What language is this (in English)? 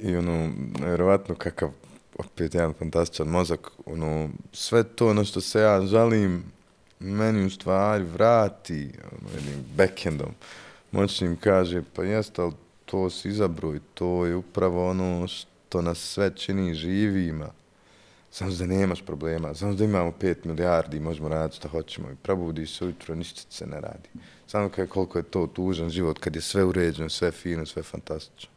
Bosnian